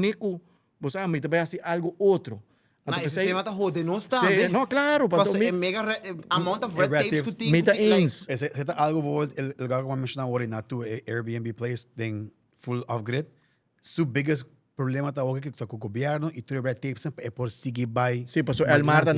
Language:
Papiamento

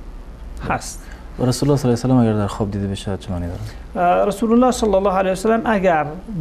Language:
Persian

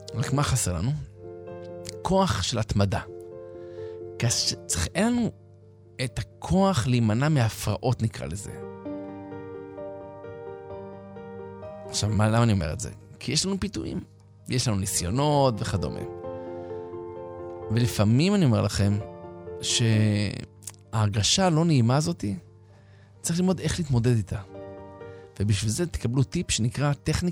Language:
Hebrew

